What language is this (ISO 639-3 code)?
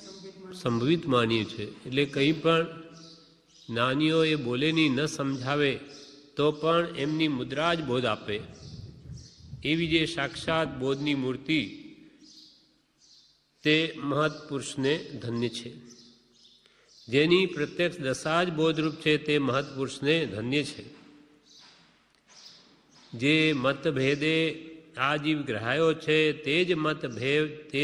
guj